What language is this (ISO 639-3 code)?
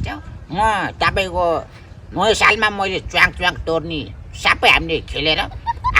nep